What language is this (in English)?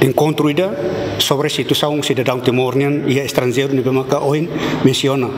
Tetum